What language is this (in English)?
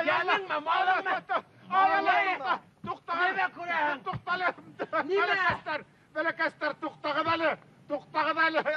Bashkir